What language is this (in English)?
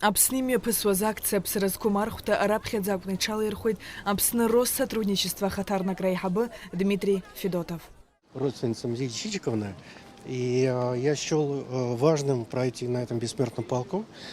Abkhazian